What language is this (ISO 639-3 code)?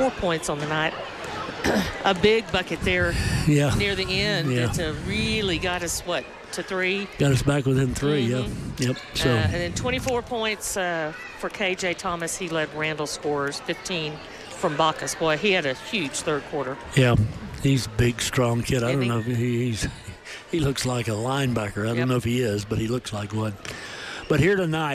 eng